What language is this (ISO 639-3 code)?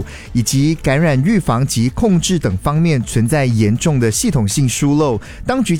zho